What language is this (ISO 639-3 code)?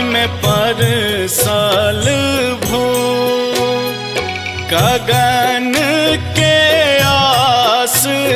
bho